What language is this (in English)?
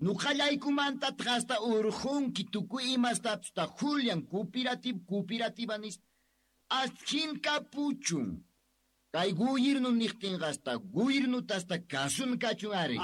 South Bolivian Quechua